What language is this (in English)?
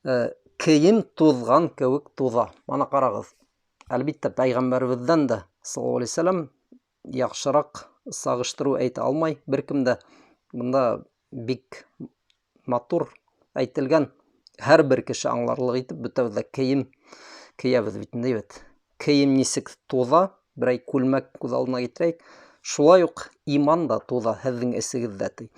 Bashkir